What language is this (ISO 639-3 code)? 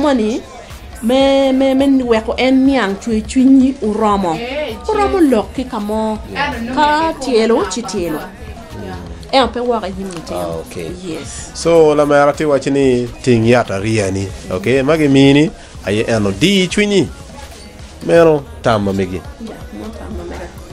ach